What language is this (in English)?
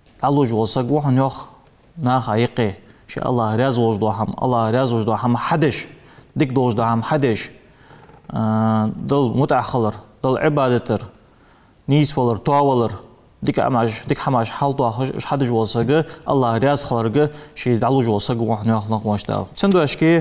Ingush